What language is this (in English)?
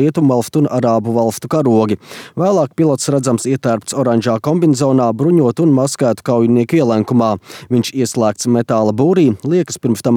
Latvian